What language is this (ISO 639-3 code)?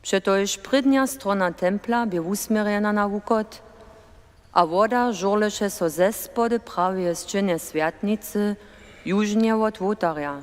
hsb